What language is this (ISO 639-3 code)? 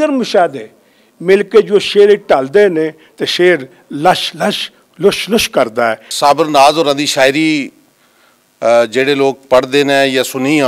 lah